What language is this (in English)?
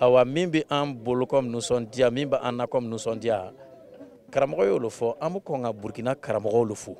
Bambara